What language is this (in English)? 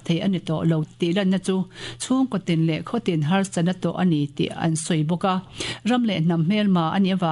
Mizo